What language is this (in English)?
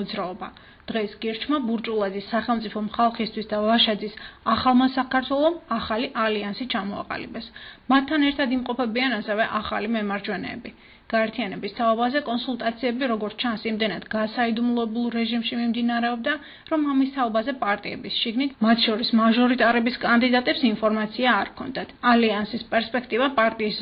Georgian